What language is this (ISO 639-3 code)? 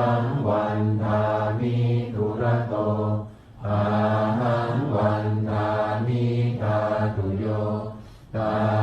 pli